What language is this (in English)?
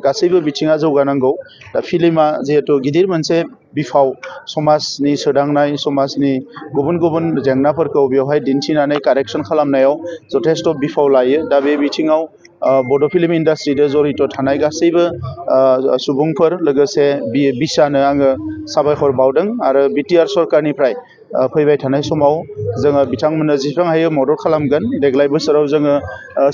Bodo